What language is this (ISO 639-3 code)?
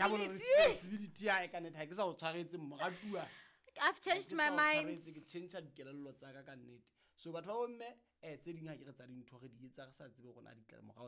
sot